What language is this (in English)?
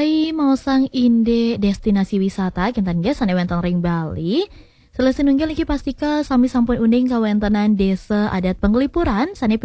Balinese